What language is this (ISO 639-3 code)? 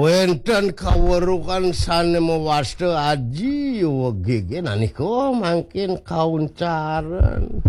ban